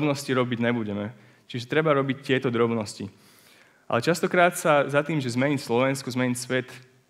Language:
Slovak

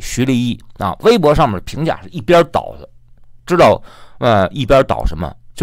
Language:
Chinese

